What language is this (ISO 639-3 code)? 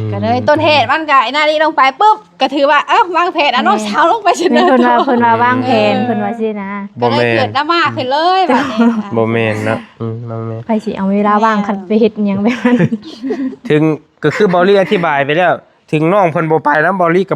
tts